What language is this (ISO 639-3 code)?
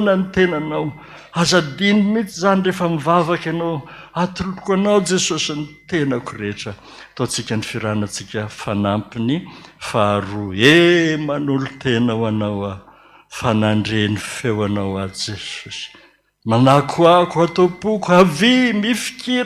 mlg